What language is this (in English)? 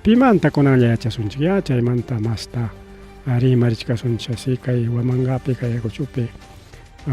Ayacucho Quechua